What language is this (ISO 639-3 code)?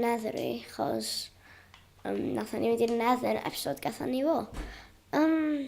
cym